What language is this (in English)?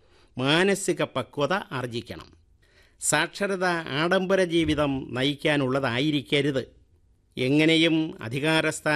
Malayalam